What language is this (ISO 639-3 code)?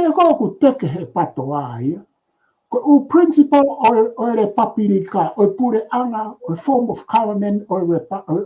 ton